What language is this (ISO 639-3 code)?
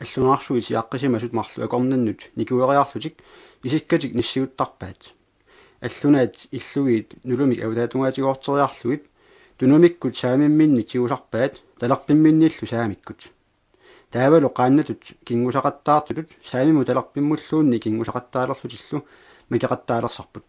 kal